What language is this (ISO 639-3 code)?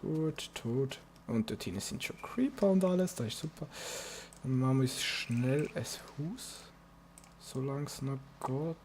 gsw